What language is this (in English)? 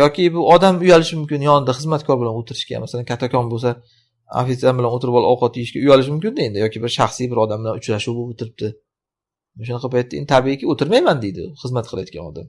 Uzbek